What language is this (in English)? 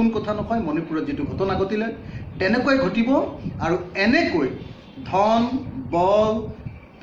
Assamese